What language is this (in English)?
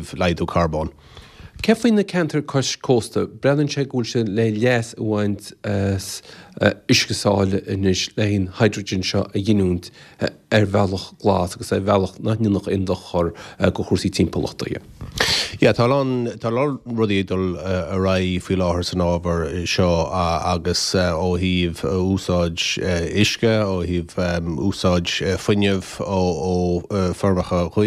Irish